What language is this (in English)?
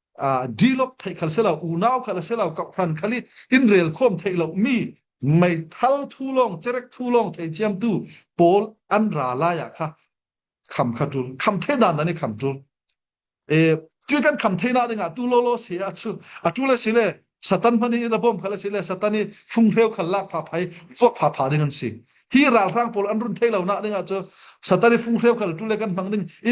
Falam Chin